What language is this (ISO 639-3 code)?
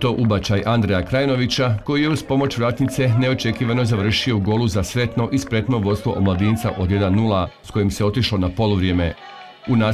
hrv